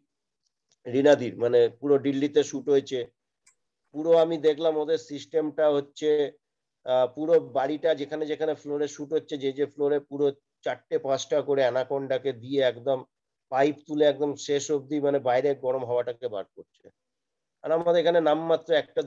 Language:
Bangla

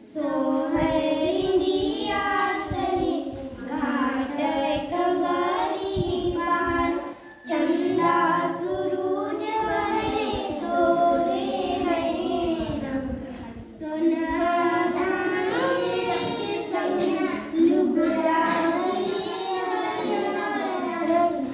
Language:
Chhattisgarhi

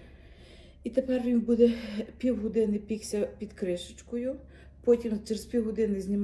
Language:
Ukrainian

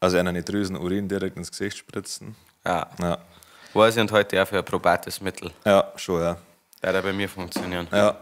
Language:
Bavarian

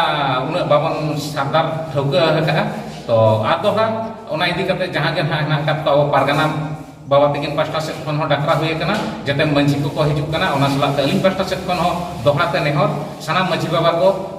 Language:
Santali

